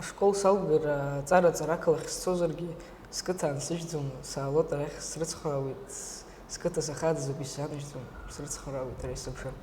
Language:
Abkhazian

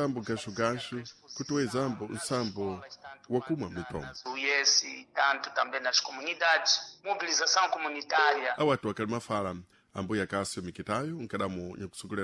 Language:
Sena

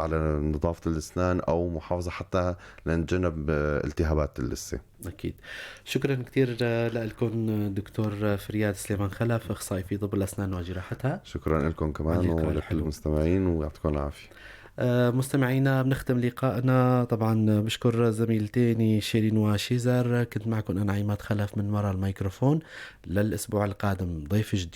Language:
North Levantine Arabic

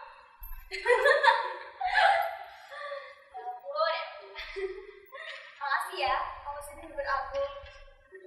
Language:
Indonesian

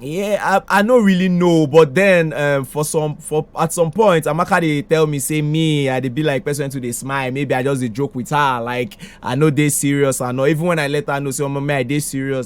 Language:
Nigerian Pidgin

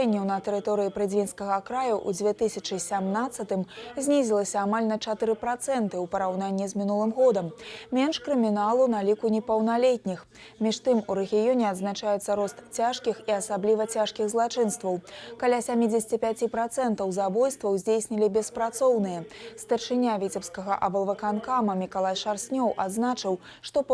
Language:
Belarusian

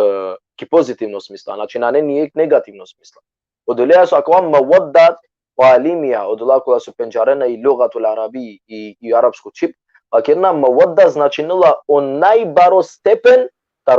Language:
Balkan Romani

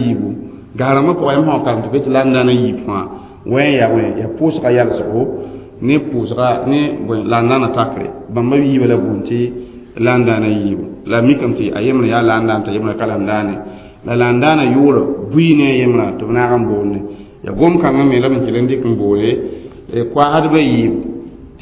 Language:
Mossi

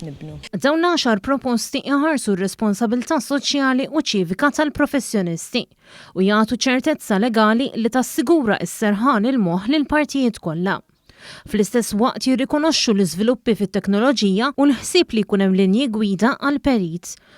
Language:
Maltese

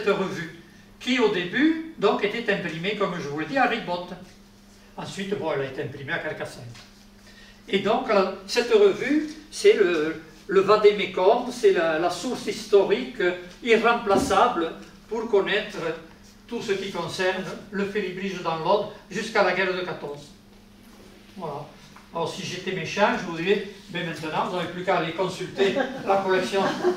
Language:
French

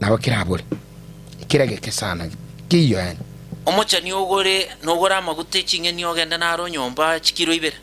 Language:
Gusii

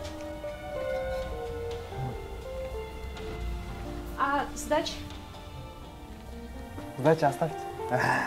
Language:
Kyrgyz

